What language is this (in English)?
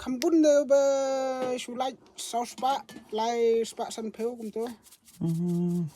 Khasi